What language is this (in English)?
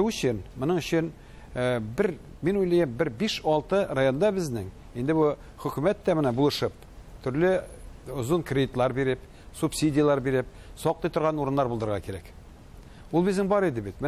Tatar